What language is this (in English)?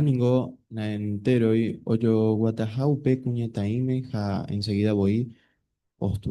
Guarani